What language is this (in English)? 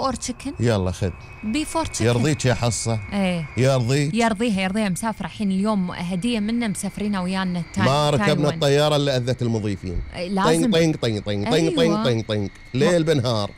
Gulf Arabic